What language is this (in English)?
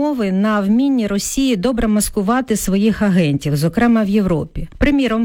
Ukrainian